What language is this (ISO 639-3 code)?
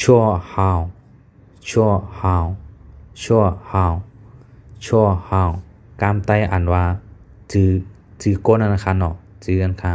shn